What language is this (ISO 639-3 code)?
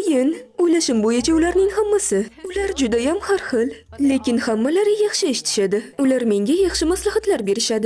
uzb